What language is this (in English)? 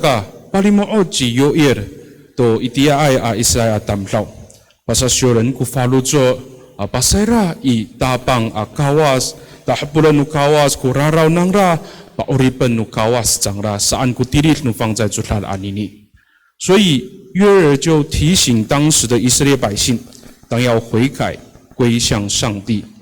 Amis